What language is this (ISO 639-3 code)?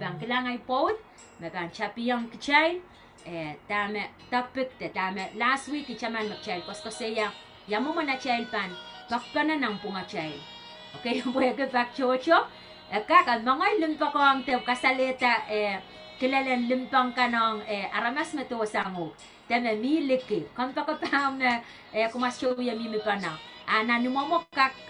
pon